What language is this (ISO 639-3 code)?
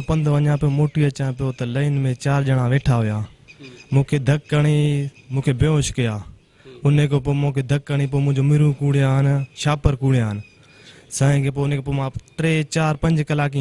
snd